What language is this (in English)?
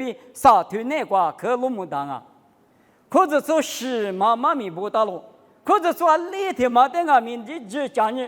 Lisu